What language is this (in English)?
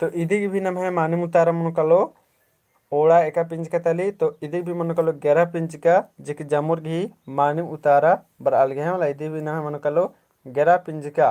Kurukh